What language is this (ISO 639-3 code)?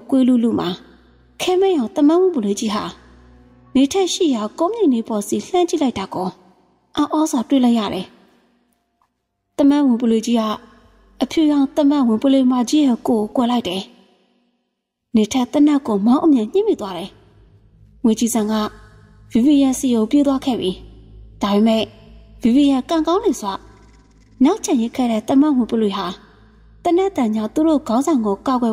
mya